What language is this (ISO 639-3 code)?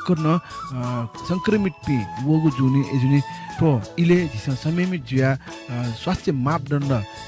new